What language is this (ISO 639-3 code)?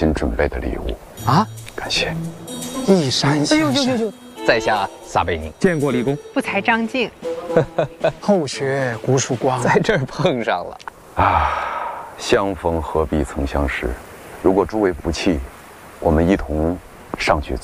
zho